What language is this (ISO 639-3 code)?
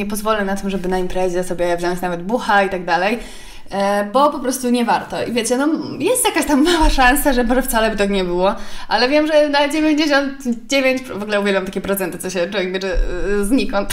pol